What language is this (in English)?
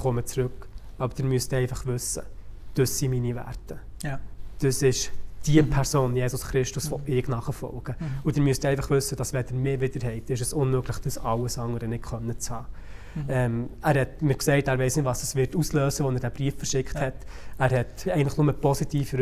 Swiss German